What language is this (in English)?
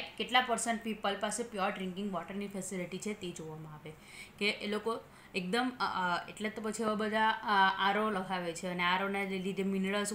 Gujarati